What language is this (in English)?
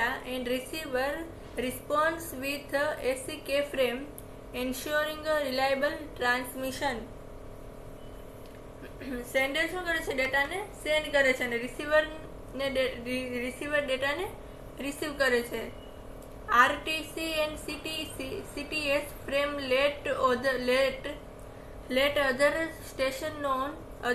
Gujarati